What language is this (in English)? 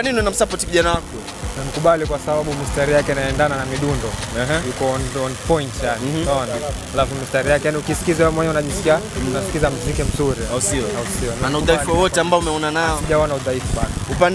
Swahili